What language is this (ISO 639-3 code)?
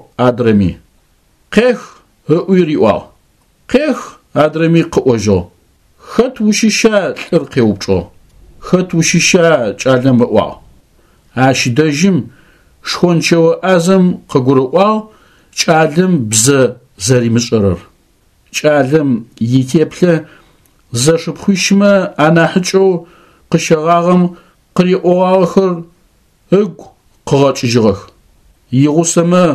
ady